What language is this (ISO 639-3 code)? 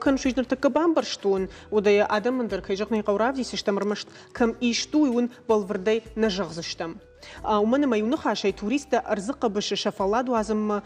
oss